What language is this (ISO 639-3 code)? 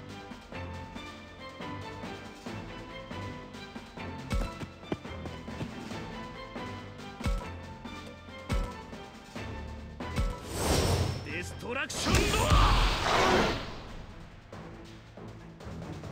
jpn